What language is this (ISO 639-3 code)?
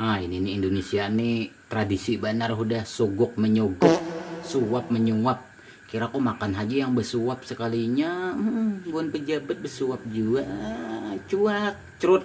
bjn